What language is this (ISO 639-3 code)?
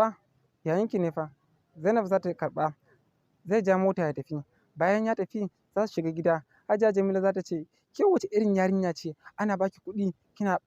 hau